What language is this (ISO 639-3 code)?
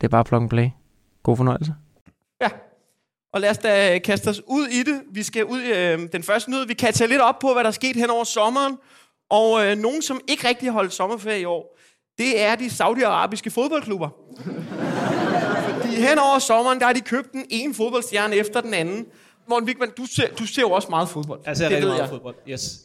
dan